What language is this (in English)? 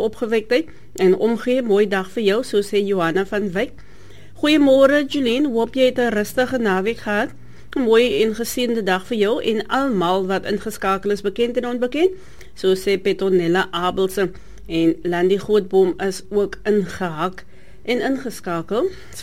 Afrikaans